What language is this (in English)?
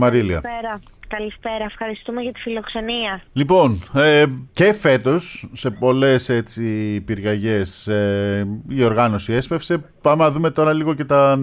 Greek